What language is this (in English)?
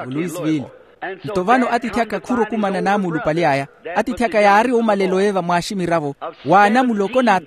Makhuwa